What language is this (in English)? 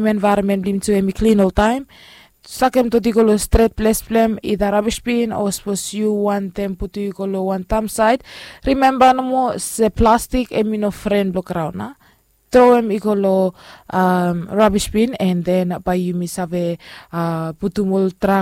Bislama